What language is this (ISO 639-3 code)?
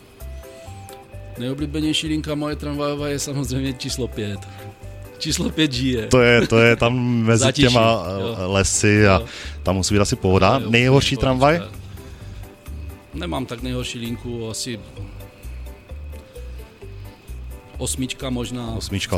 ces